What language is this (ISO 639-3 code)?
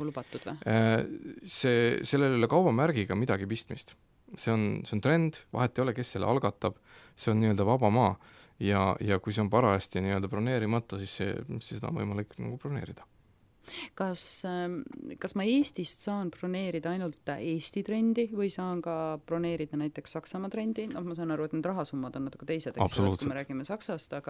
est